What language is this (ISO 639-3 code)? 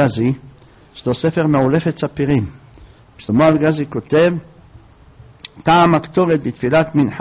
heb